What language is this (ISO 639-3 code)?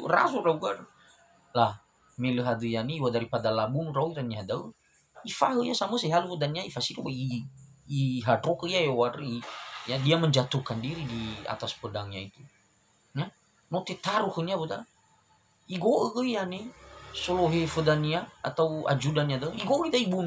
nia